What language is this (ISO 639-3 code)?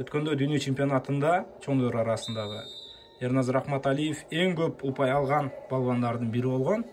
kir